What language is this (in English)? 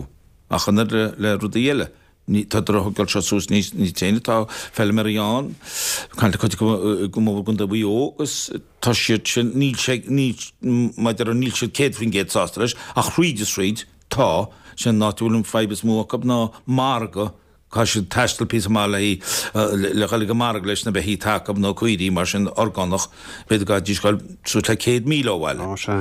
Irish